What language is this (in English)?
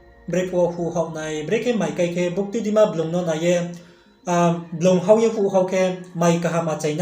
Riang (India)